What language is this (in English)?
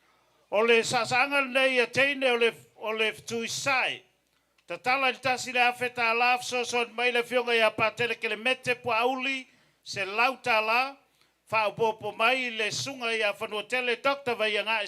Samoan